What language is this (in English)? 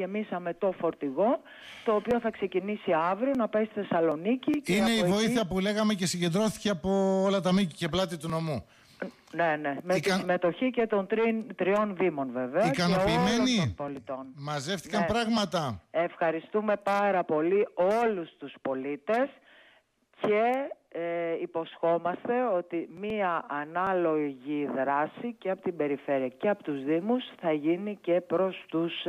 Greek